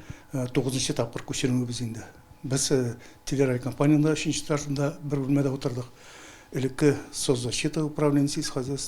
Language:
Tatar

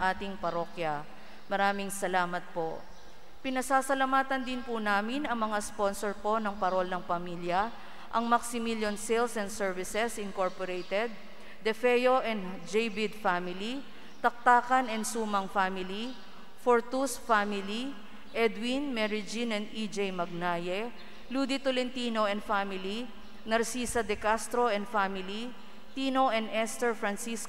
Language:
Filipino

